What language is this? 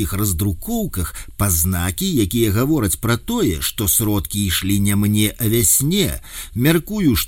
Belarusian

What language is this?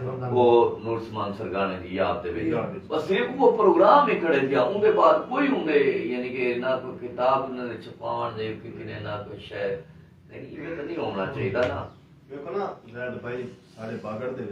Saraiki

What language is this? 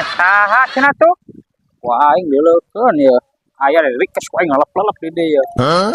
Sundanese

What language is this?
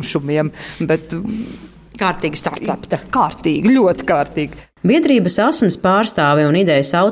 Latvian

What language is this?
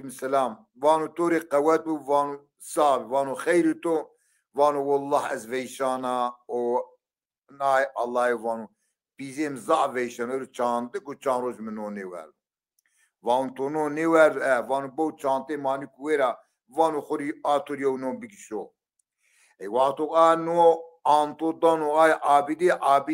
Zaza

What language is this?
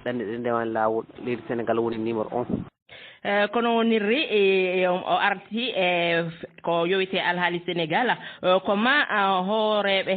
Fula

